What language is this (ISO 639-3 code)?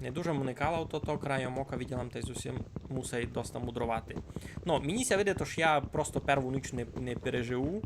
rue